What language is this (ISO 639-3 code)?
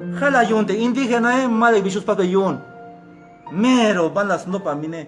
tzh